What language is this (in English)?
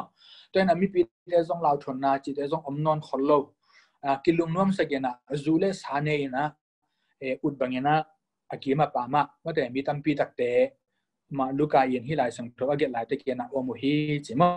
Tedim Chin